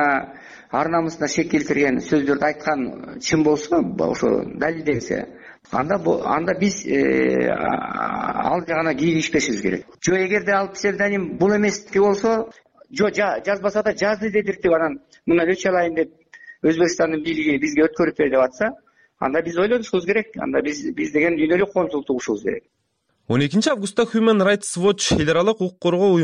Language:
Kyrgyz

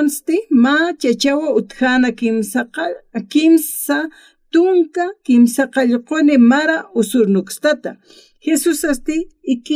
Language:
Aymara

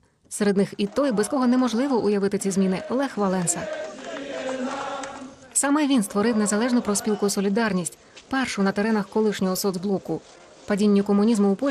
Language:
Ukrainian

